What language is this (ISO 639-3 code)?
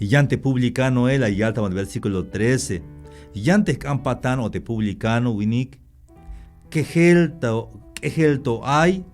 tzh